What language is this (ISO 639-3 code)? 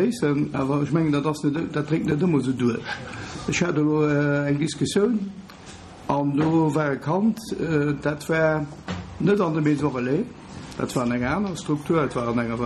ltz